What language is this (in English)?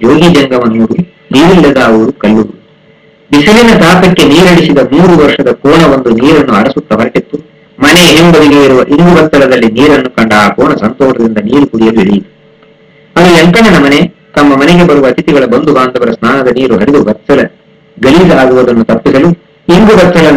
Kannada